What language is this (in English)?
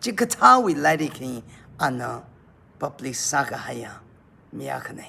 Tangkhul Naga (India)